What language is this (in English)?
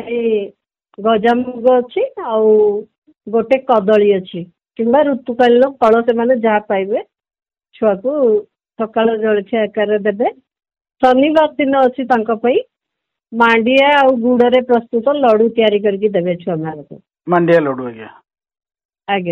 Odia